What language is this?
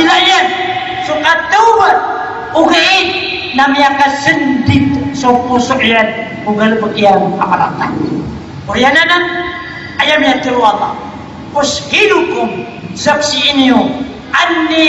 Maranao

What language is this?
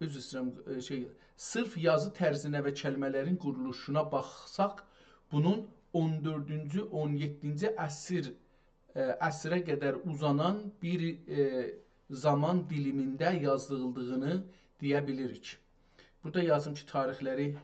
South Azerbaijani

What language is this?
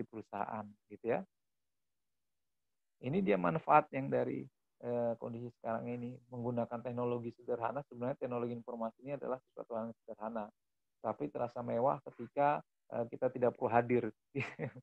Indonesian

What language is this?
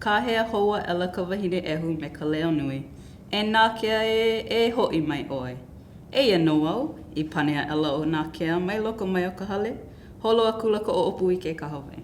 Hawaiian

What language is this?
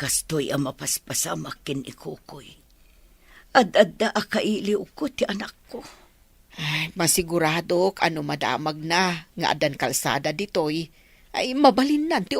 Iloko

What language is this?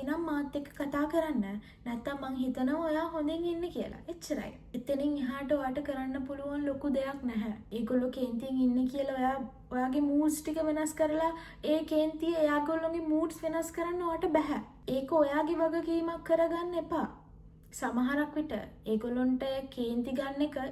Sinhala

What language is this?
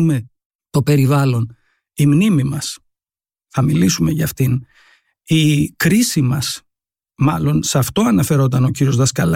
Greek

